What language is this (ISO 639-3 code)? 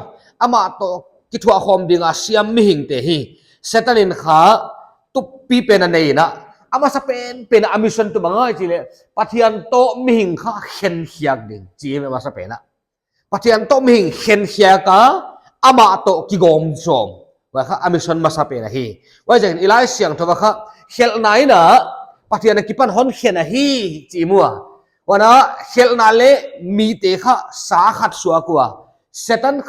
pck